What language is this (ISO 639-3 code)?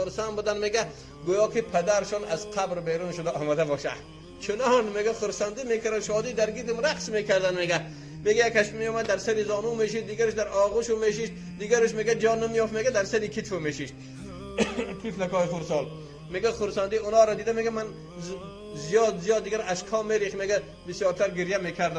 tgk